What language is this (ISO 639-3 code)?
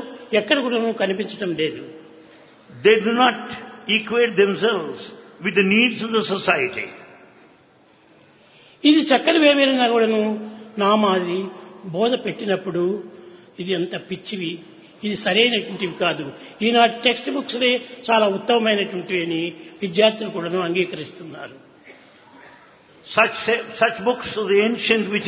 tel